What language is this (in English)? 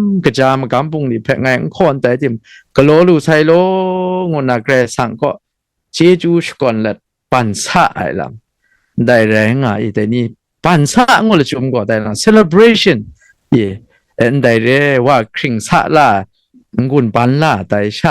Kachin